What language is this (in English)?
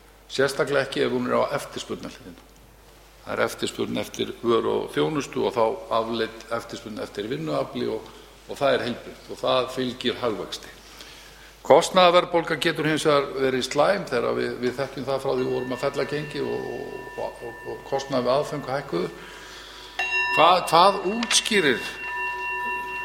Icelandic